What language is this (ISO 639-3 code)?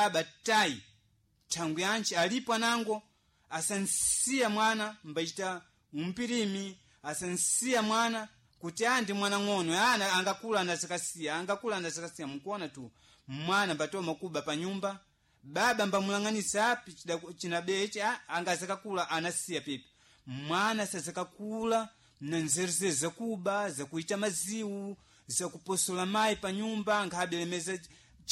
seh